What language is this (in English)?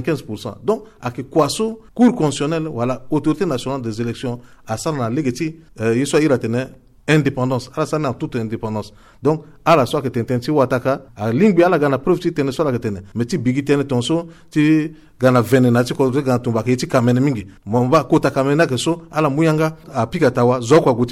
Sango